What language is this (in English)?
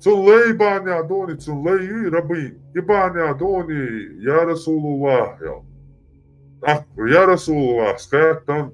Chechen